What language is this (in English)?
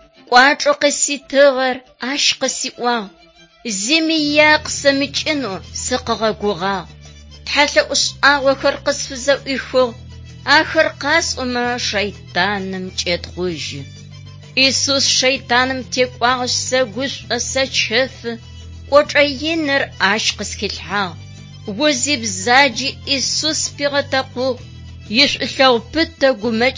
Adyghe